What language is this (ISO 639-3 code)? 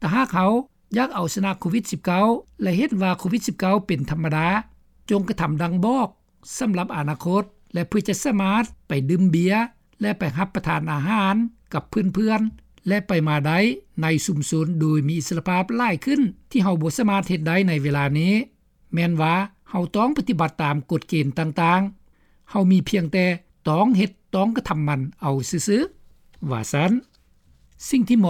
lao